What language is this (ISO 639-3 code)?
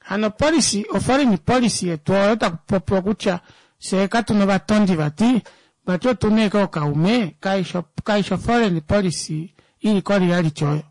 kua